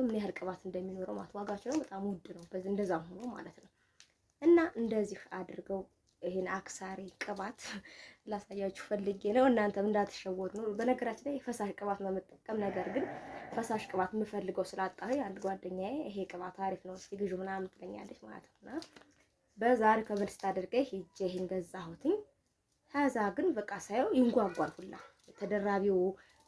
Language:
Amharic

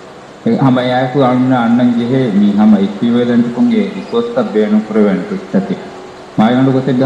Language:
Divehi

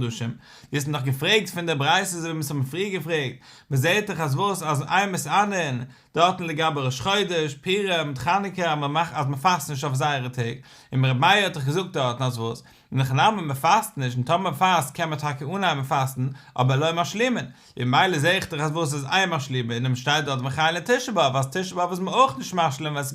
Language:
Yiddish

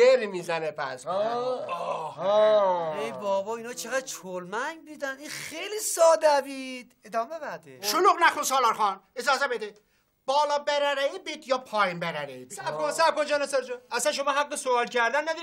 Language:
Persian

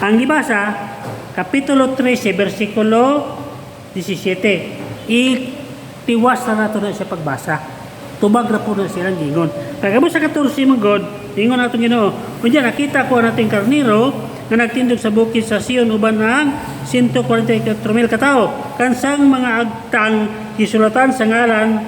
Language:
Cebuano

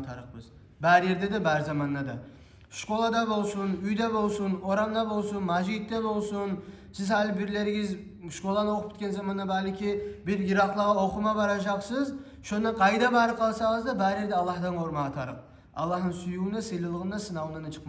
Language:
Kumyk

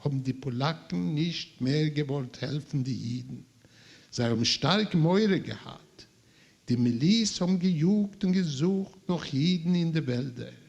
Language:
Yiddish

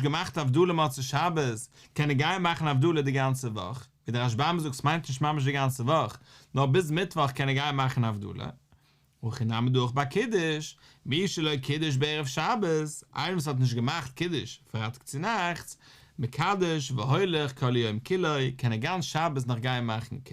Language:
Yiddish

